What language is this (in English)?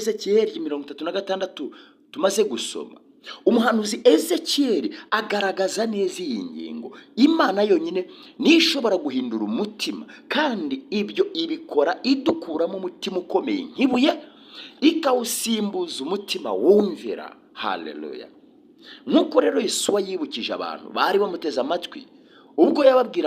Kinyarwanda